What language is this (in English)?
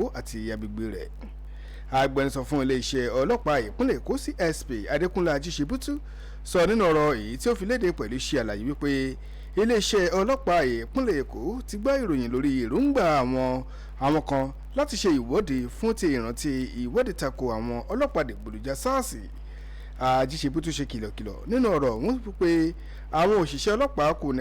Yoruba